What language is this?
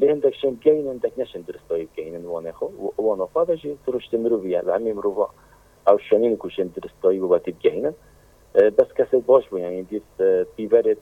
Kurdish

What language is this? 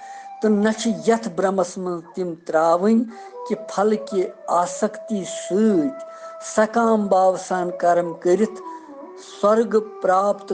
Kashmiri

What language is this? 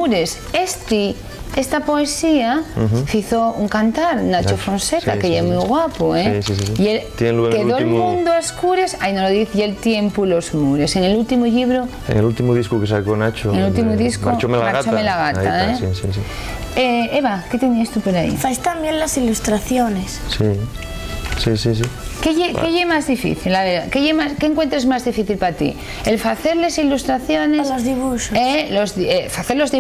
Asturian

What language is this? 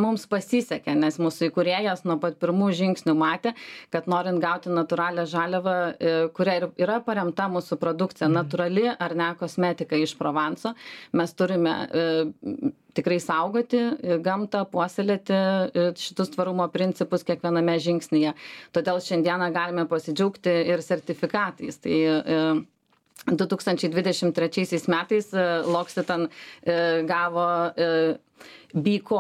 Lithuanian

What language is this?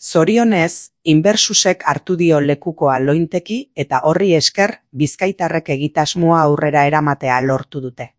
Basque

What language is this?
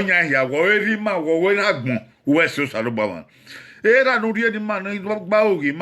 Bini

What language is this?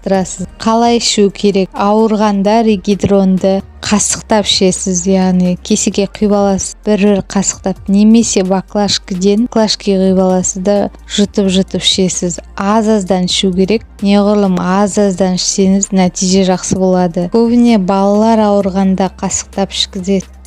Kazakh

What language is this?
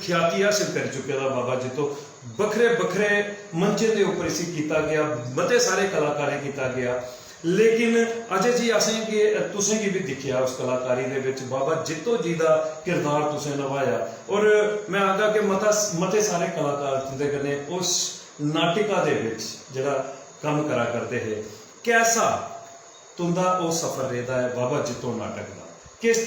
Dogri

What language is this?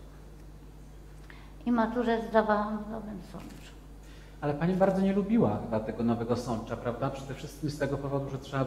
Polish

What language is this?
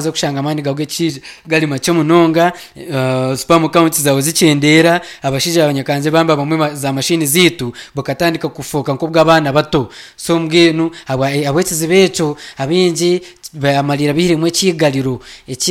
Nyankole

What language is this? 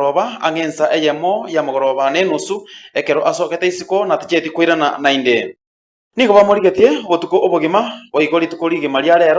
Gusii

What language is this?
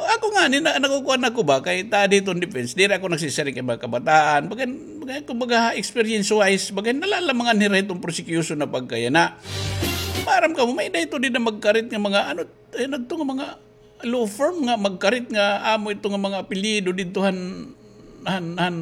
Waray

